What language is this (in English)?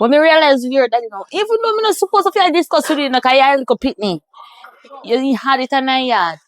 Jamaican Creole English